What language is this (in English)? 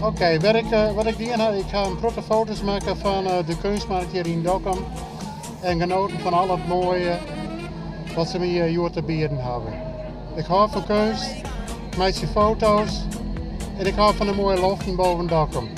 Western Frisian